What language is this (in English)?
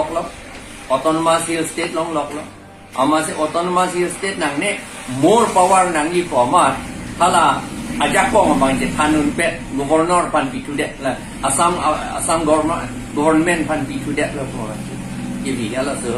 Karbi